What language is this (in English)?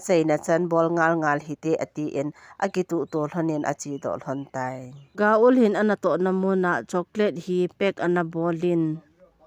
Thado Chin